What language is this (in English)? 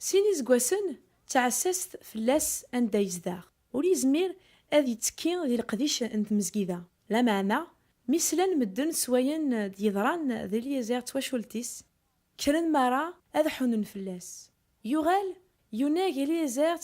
Kabyle